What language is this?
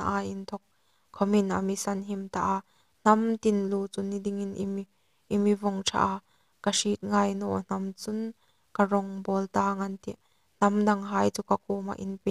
Hmar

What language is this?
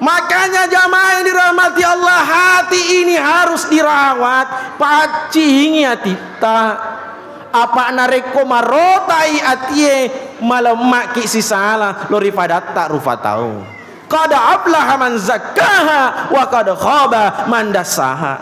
Buginese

